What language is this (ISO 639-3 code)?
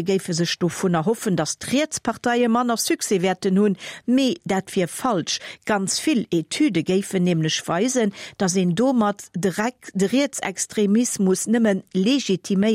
ltz